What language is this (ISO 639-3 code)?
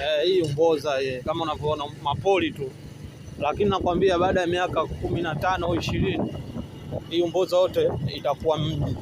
swa